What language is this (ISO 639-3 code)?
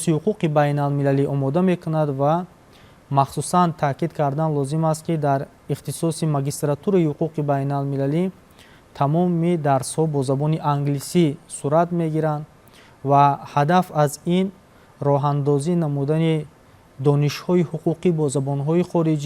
tgk